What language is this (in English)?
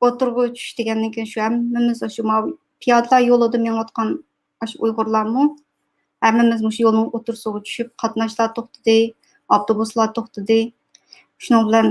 Uyghur